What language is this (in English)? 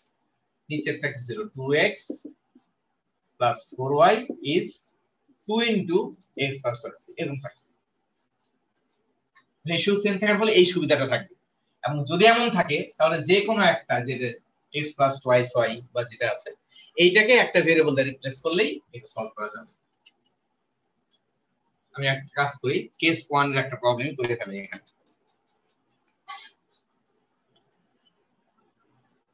Bangla